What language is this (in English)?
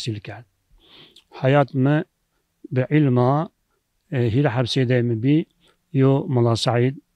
Zaza